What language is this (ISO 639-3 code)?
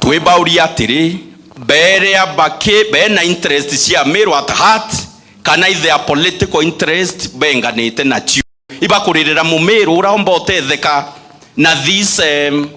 mer